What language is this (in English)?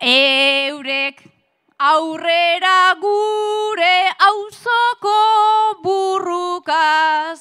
Basque